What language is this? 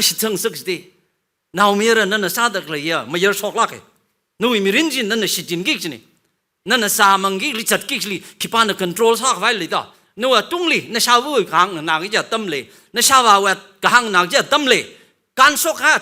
Tangkhul Naga (India)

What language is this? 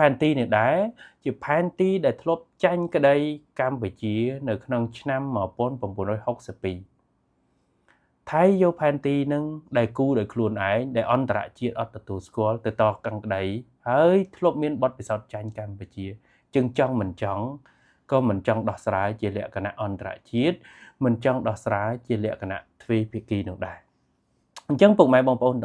Khmer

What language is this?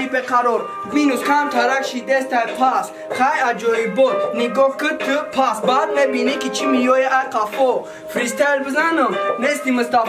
Tajik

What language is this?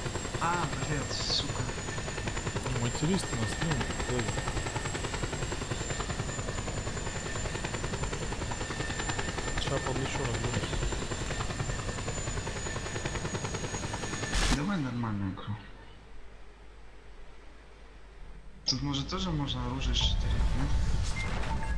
Russian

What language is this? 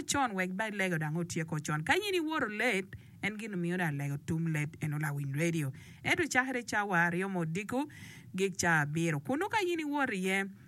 Acoli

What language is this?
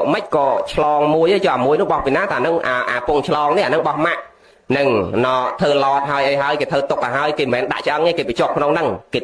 Khmer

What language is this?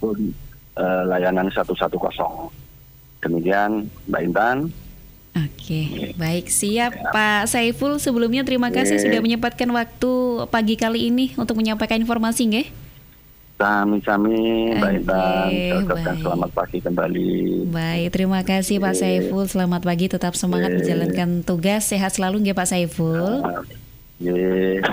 Indonesian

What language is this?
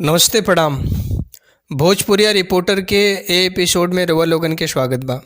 Bhojpuri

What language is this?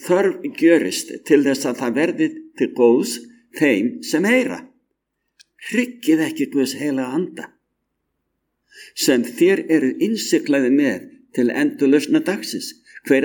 Icelandic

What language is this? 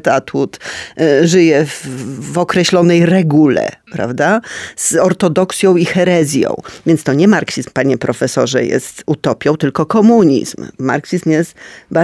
Polish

